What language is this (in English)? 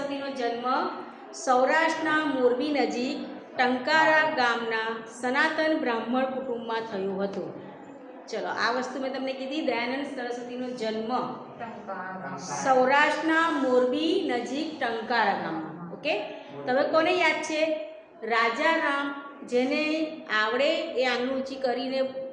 Gujarati